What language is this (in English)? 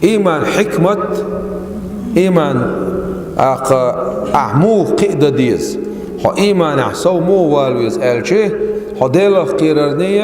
Chechen